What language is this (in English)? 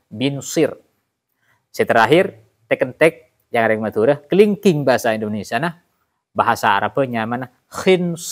Madurese